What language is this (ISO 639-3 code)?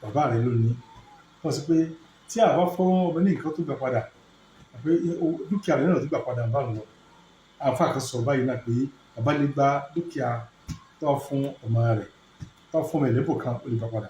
yor